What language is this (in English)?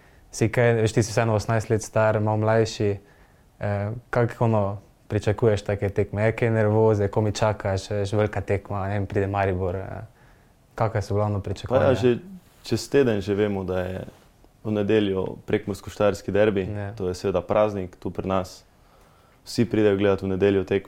Slovenian